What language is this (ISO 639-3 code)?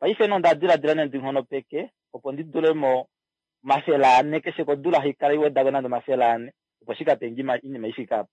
kua